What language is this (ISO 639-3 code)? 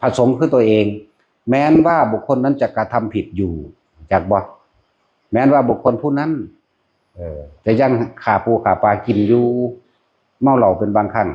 tts